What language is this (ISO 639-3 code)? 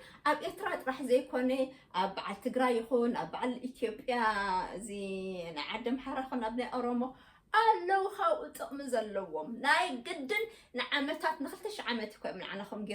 tir